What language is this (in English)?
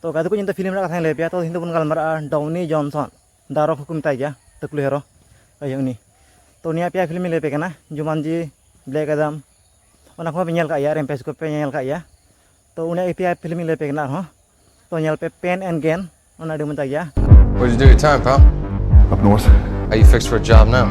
Santali